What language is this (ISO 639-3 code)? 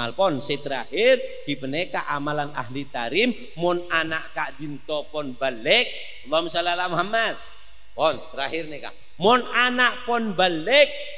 mad